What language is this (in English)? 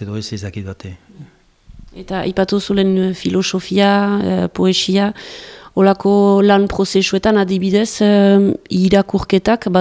Basque